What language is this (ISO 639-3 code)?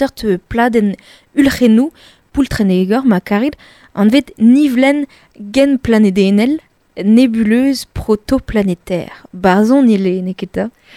bre